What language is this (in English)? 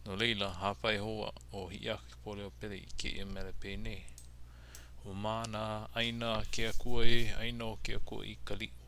Hawaiian